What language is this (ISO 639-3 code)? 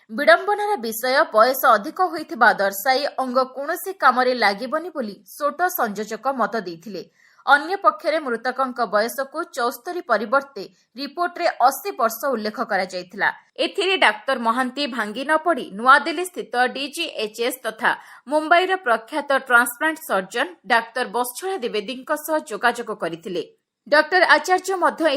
ori